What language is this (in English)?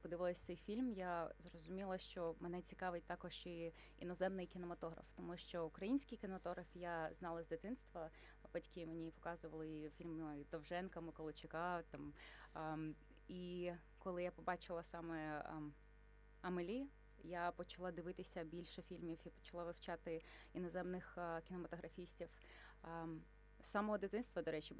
Ukrainian